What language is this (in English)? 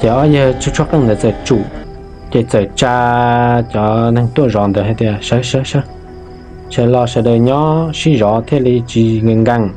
Hmong